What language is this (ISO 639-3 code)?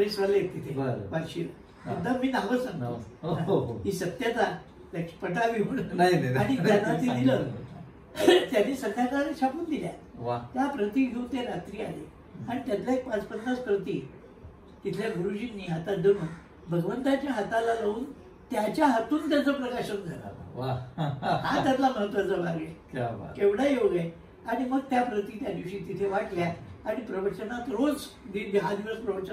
mar